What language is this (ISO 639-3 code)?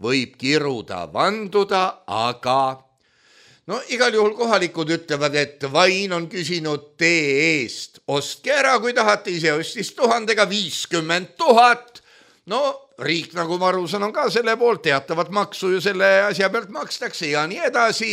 est